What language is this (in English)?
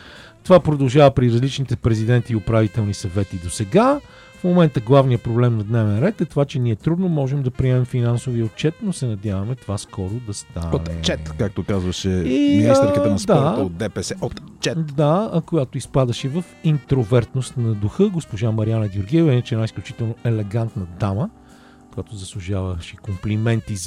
Bulgarian